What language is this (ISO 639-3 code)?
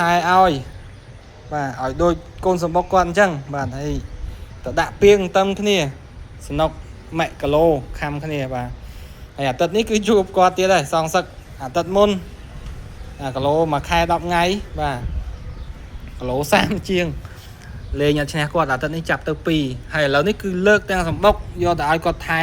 khm